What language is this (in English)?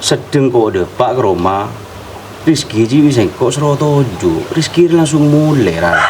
Madurese